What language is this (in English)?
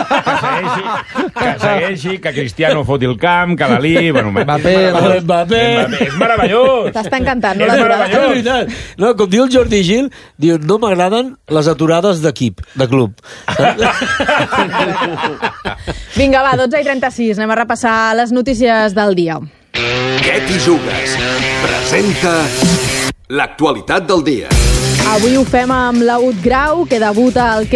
Catalan